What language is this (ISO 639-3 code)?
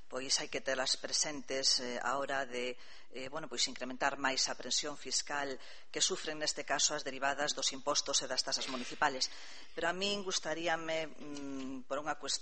glg